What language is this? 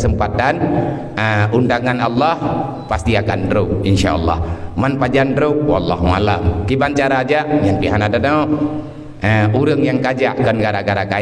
Achinese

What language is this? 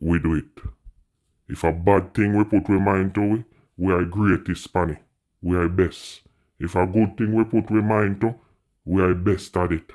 Jamaican Creole English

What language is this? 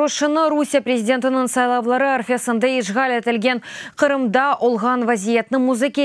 Crimean Tatar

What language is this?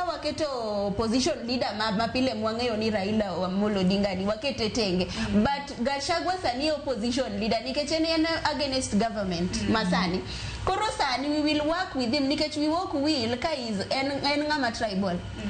Luo (Kenya and Tanzania)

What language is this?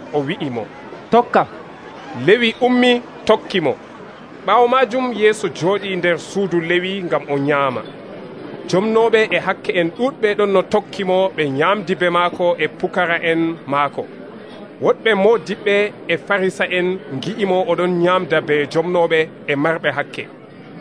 Nigerian Fulfulde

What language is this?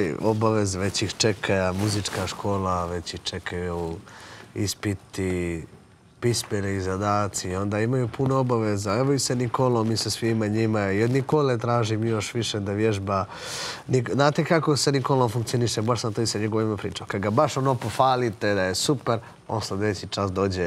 Bosnian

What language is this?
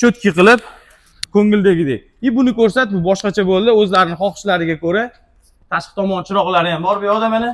Uzbek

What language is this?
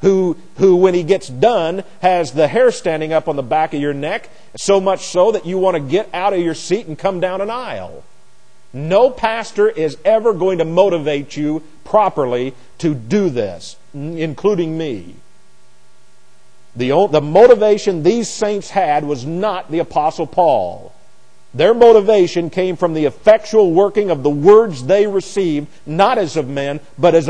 English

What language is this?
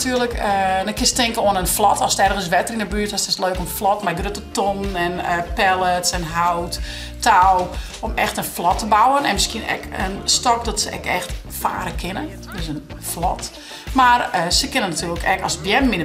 Western Frisian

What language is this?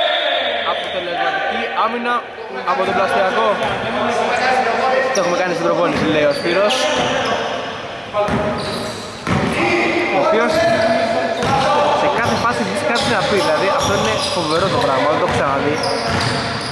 Greek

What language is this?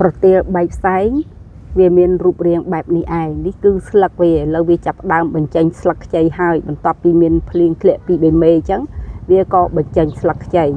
Khmer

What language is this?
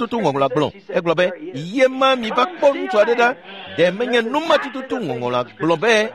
Ewe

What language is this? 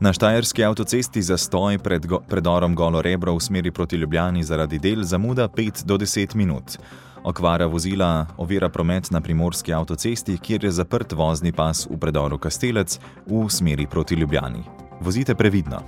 Slovenian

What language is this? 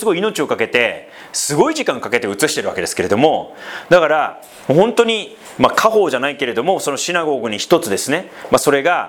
Japanese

